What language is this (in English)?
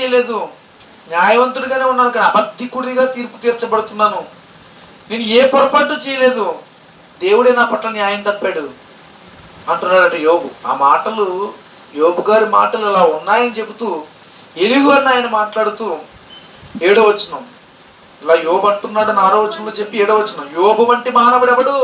Telugu